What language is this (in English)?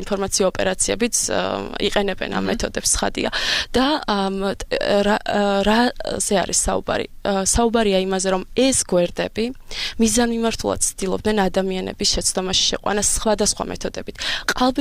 Georgian